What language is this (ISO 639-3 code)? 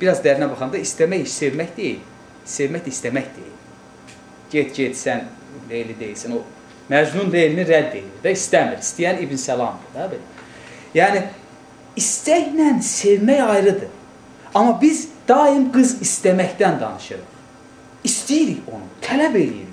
aze